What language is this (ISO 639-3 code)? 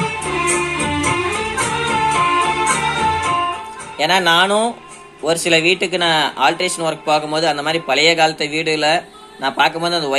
tam